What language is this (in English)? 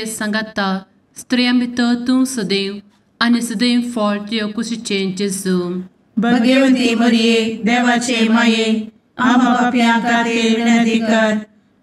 Konkani